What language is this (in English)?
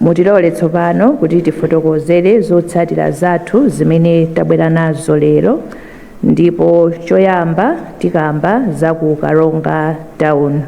Nyanja